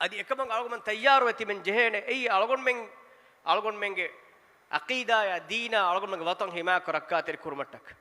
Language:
Divehi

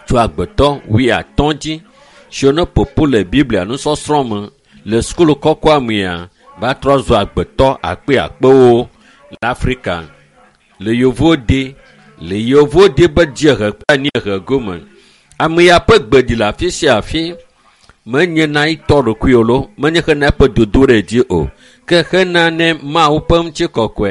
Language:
Ewe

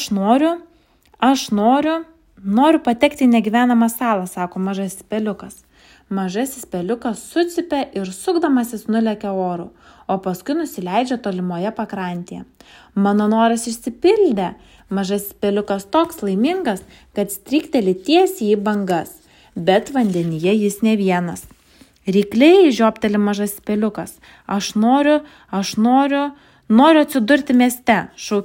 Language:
Lithuanian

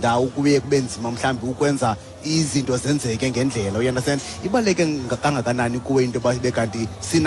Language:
Xhosa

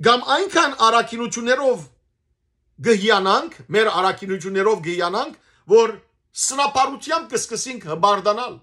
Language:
Western Armenian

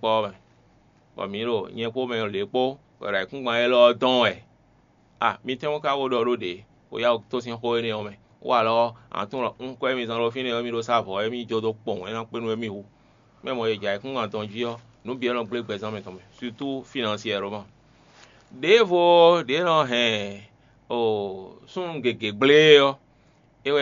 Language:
Fon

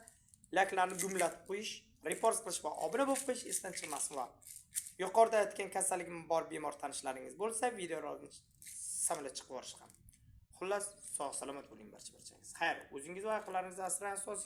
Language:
Uzbek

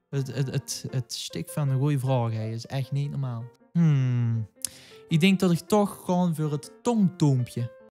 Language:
Limburgish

